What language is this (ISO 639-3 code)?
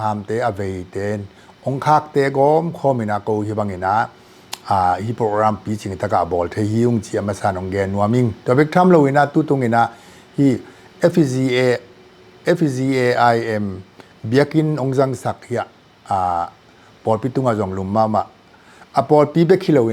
ctd